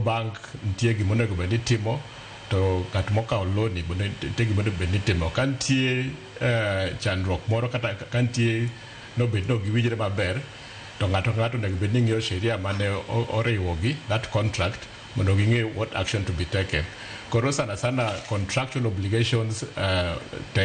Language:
Luo (Kenya and Tanzania)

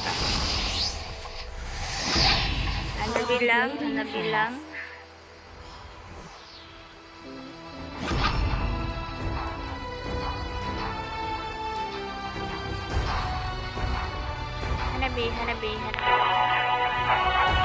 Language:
Filipino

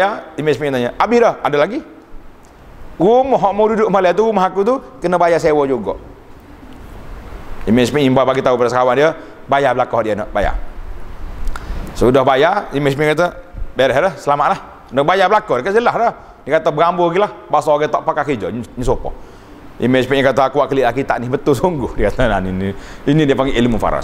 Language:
Malay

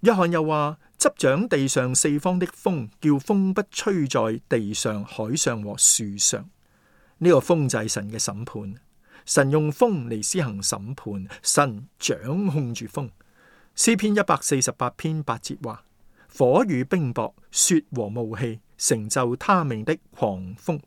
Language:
Cantonese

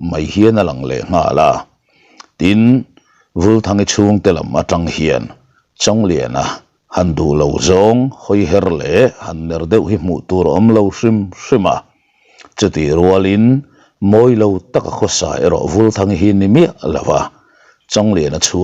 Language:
Mizo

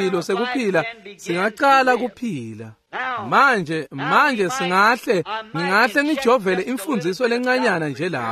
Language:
Swati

